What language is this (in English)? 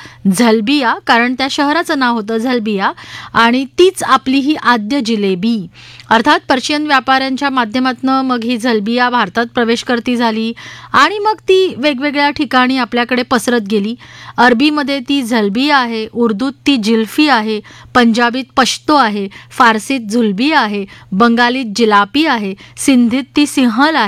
Marathi